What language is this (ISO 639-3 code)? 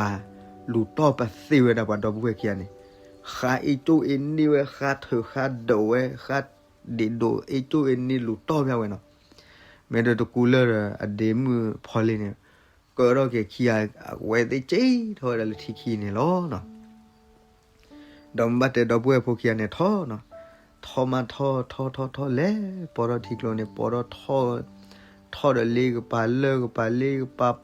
ksw